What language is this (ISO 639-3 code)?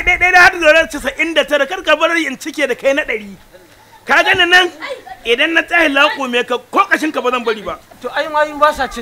hau